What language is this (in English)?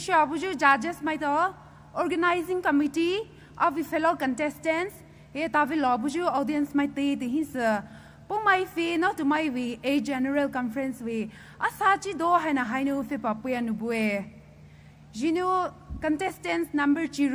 Poumei Naga